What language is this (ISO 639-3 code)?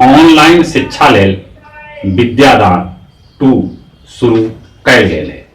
mag